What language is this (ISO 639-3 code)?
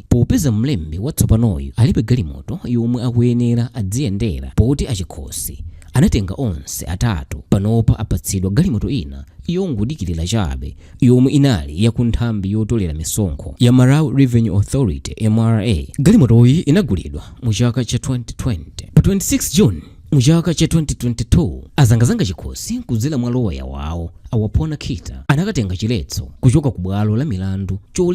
nya